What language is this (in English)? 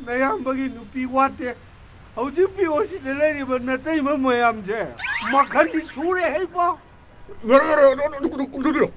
Manipuri